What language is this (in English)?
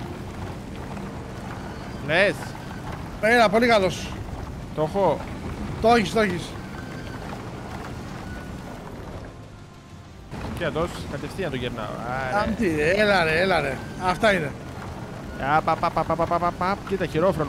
Greek